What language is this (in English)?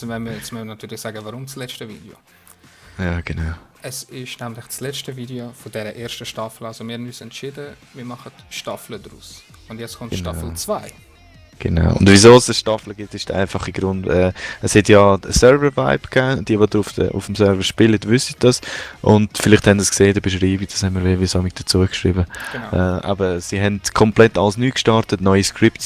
Swiss German